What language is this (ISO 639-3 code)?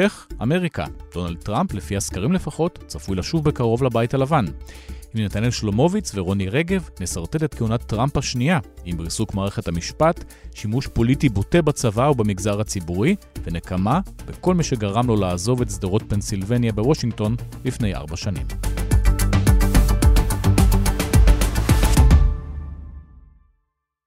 heb